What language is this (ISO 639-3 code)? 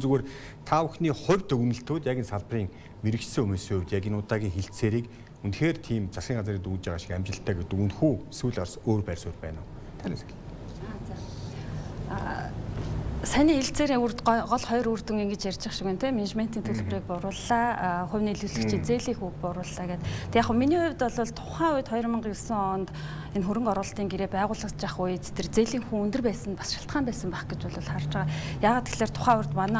mon